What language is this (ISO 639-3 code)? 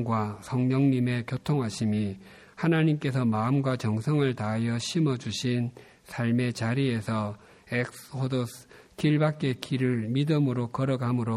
kor